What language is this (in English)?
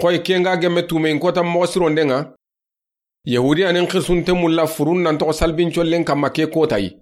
Soninke